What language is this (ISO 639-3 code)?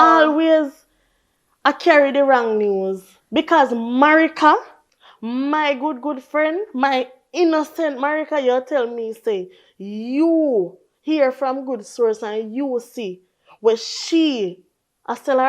jam